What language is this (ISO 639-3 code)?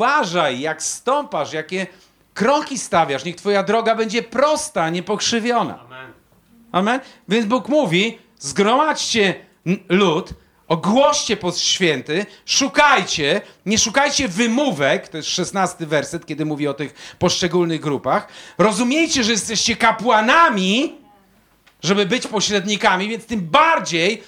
pol